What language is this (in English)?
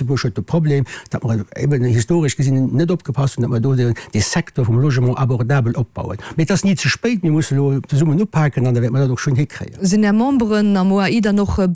Luxembourgish